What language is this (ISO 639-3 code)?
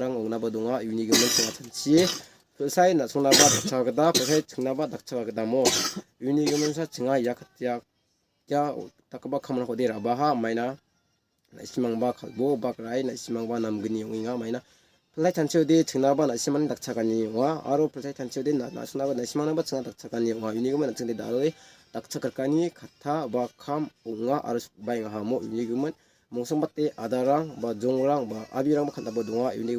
grt